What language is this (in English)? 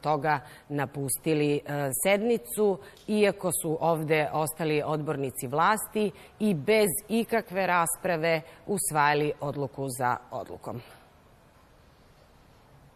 Serbian